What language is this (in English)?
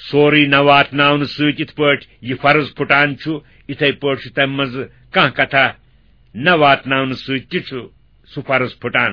Kashmiri